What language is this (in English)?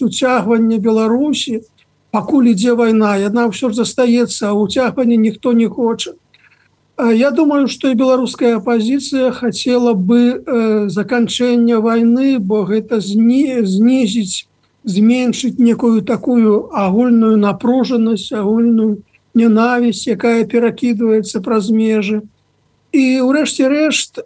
Belarusian